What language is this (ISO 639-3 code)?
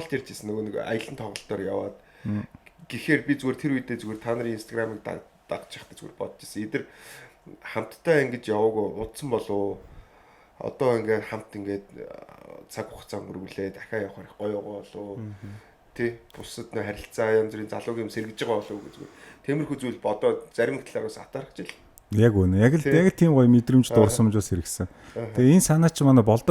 mon